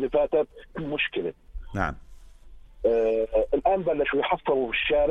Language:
North Levantine Arabic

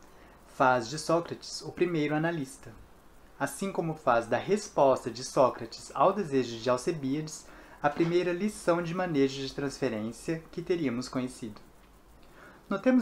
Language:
Portuguese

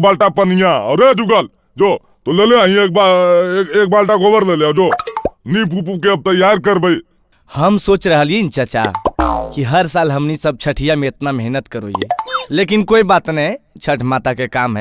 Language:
Magahi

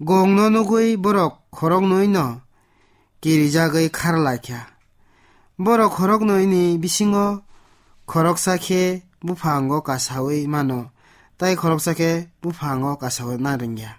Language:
Kok Borok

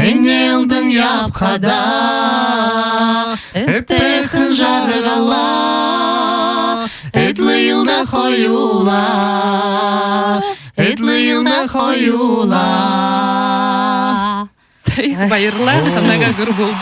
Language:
Buriat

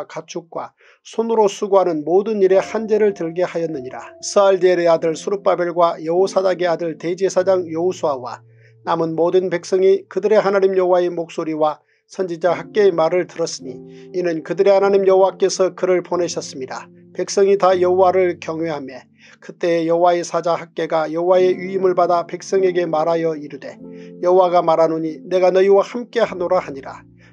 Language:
Korean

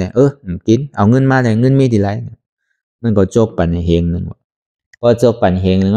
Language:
Shan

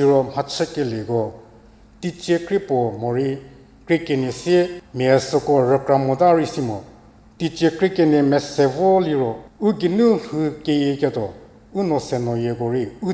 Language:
Angami Naga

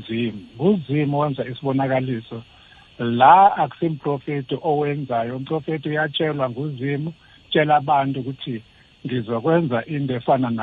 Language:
South Ndebele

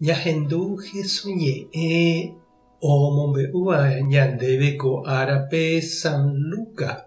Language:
Guarani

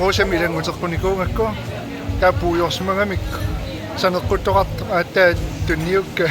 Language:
Kalaallisut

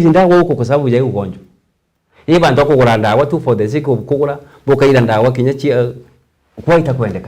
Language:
Meru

